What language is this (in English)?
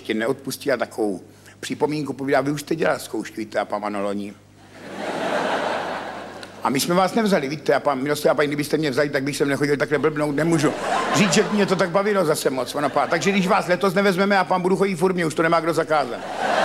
Czech